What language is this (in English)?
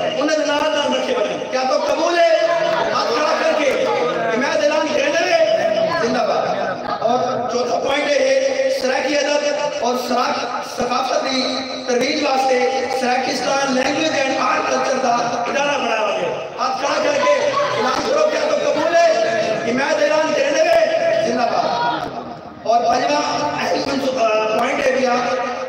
Saraiki